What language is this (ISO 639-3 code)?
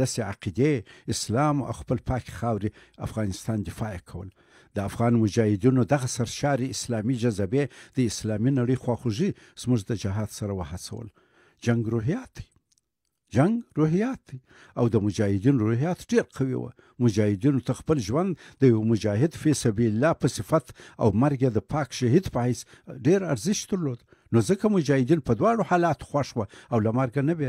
pus